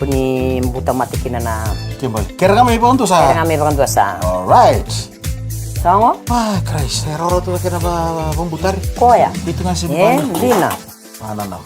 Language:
Fijian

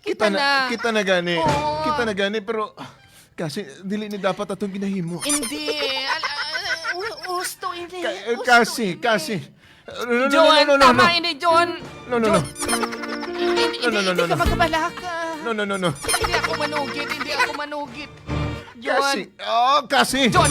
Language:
Hiligaynon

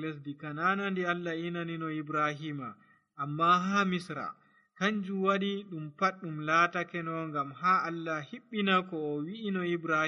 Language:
Nigerian Fulfulde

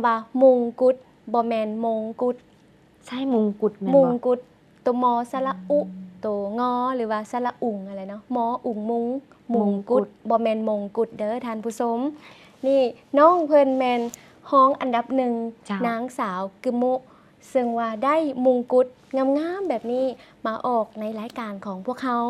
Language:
Lao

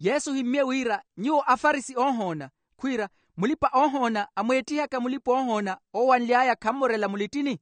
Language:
Makhuwa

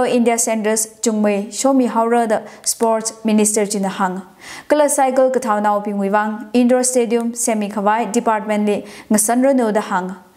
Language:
Tangkhul Naga (India)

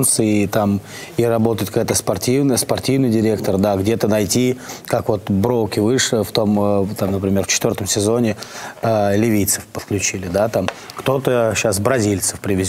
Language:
Russian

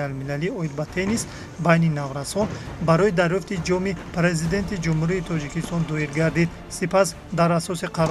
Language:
Tajik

